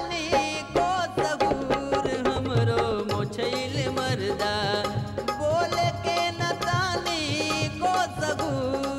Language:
Bhojpuri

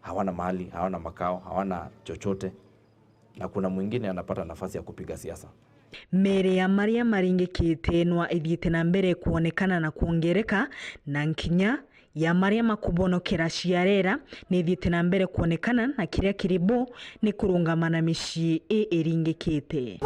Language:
Meru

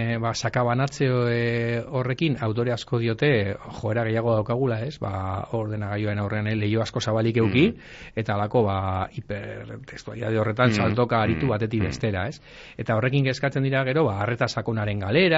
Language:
Basque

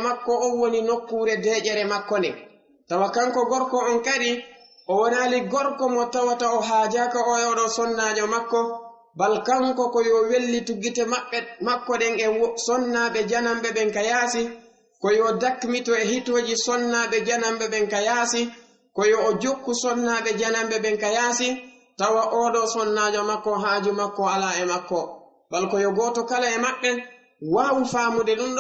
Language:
Fula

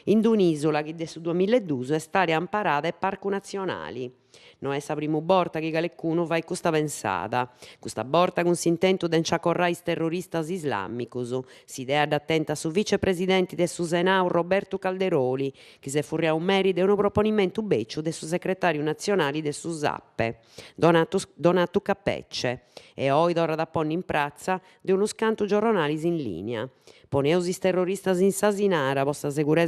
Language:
Sardinian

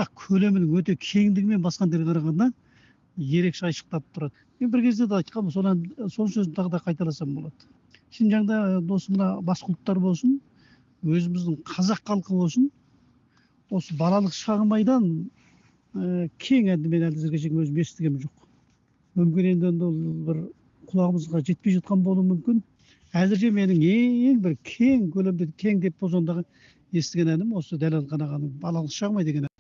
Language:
Kazakh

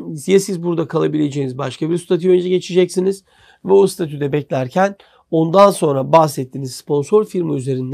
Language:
Turkish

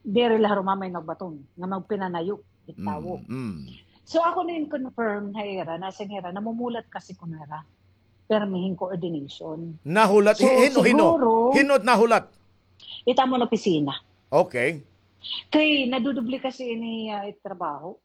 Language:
Waray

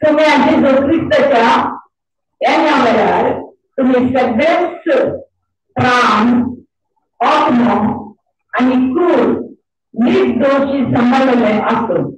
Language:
Konkani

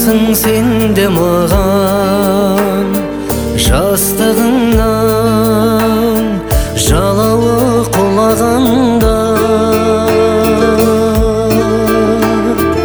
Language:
Kazakh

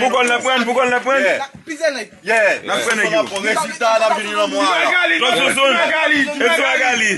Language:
Haitian Creole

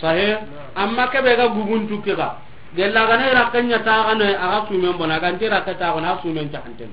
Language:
Soninke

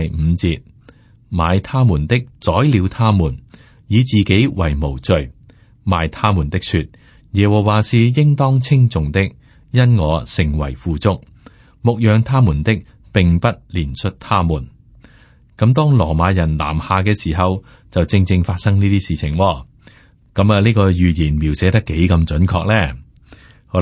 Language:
Cantonese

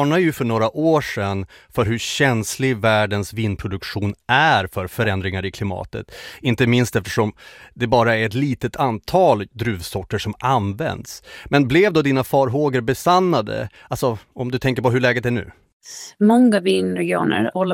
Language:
Swedish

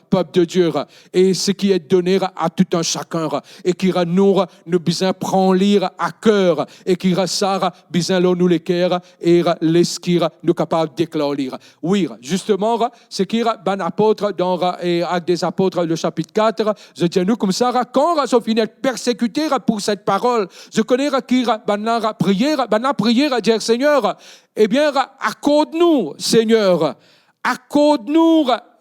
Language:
Morisyen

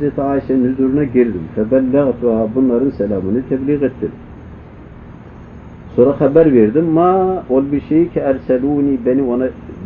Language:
Turkish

